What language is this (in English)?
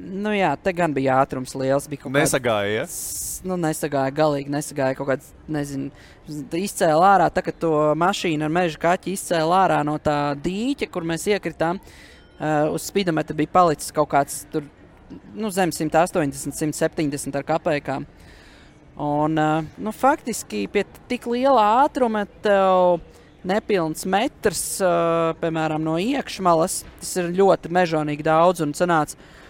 Latvian